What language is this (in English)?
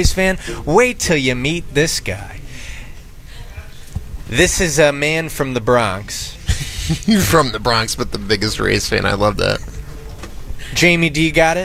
English